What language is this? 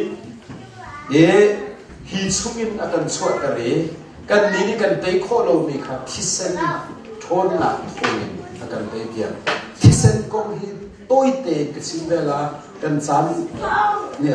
Hakha Chin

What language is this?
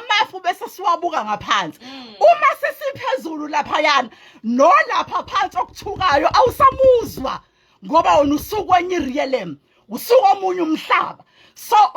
Zulu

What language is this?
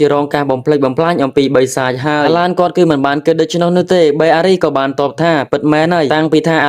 Khmer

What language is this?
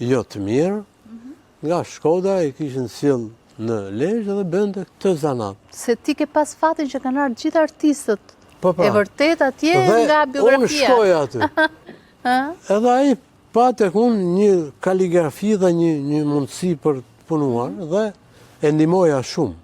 Albanian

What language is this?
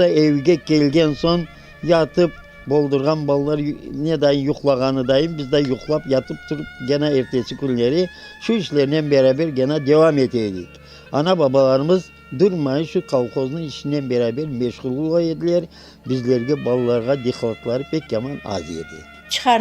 Crimean Tatar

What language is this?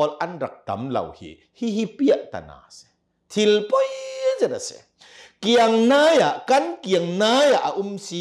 Hakha Chin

